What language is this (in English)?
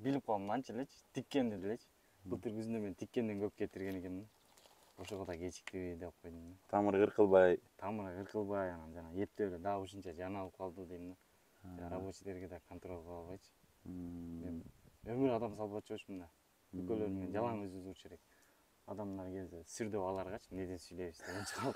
Kyrgyz